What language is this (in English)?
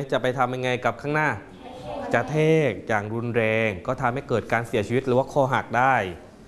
Thai